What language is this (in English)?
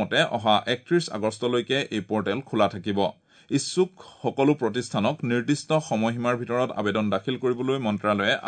Assamese